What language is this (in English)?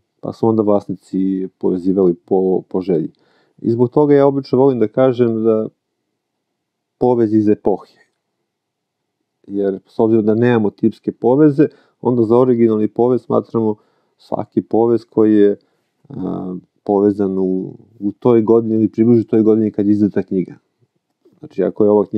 Serbian